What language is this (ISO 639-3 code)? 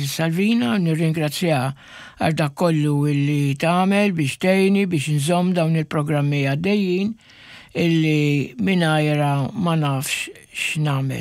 mlt